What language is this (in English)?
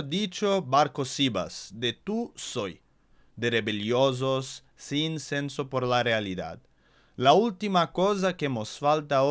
Ladino